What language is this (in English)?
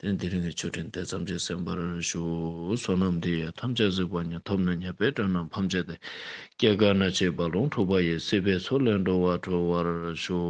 Ladakhi